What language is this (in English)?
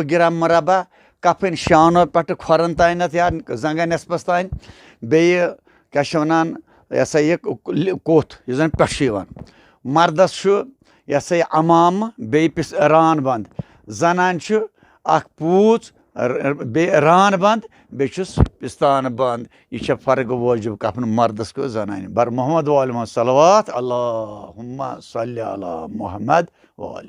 Kashmiri